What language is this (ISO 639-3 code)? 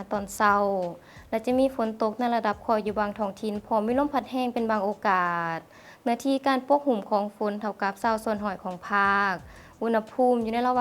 lao